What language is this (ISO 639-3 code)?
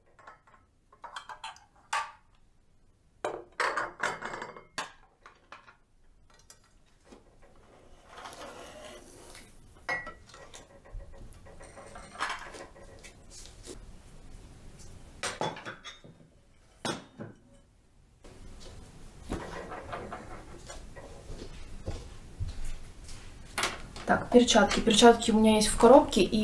rus